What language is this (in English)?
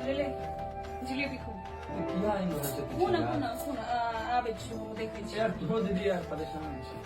Maithili